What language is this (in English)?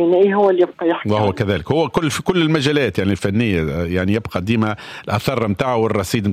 Tunisian Arabic